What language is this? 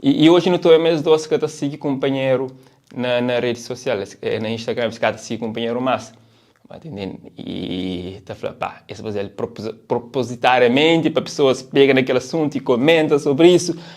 Kabuverdianu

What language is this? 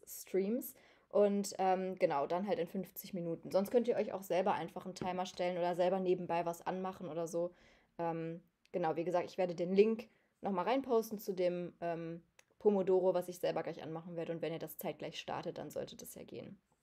German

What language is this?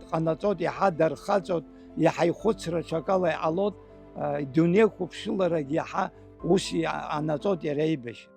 Abkhazian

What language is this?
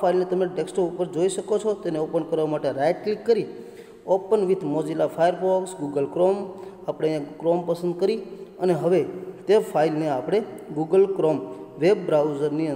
Gujarati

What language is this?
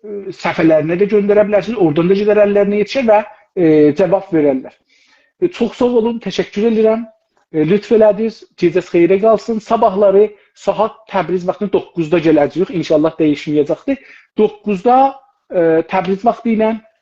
South Azerbaijani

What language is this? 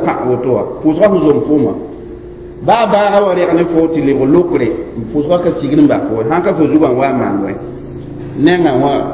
Mossi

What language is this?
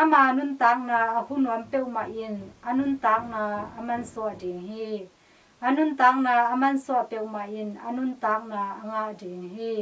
Tedim Chin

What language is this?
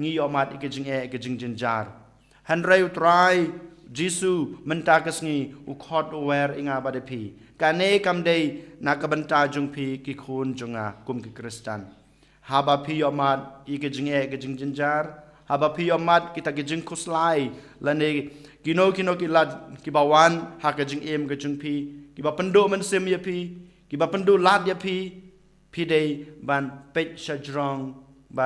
Khasi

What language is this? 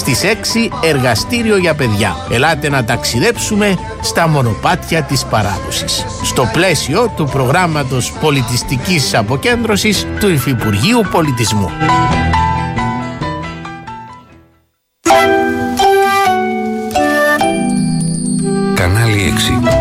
Greek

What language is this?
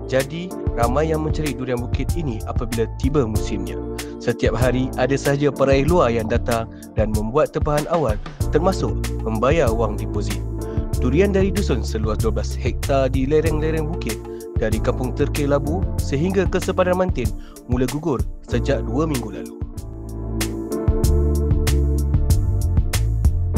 Malay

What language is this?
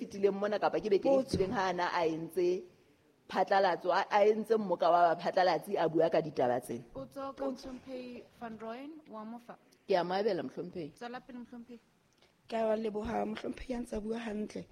Southern Sotho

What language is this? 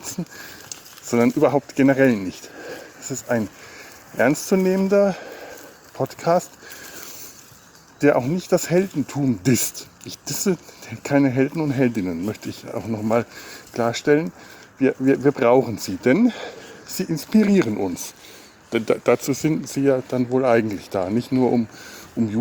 German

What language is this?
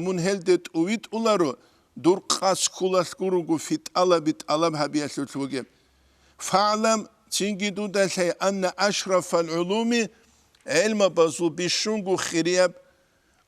Avaric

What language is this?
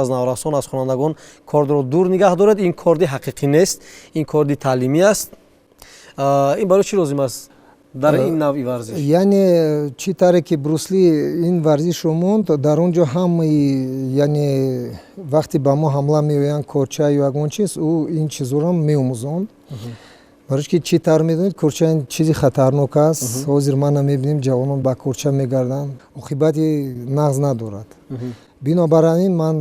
Tajik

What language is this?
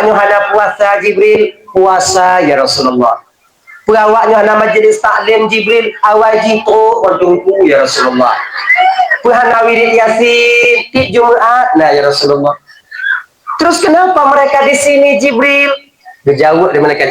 Achinese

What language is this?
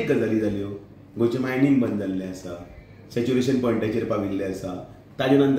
Konkani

